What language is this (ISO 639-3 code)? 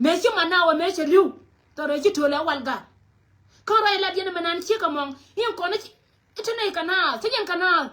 nus